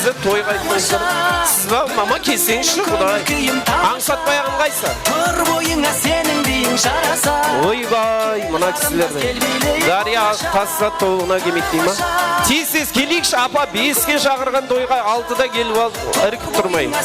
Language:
Kara-Kalpak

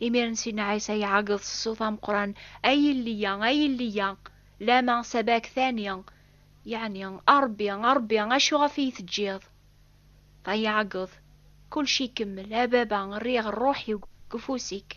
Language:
Kabyle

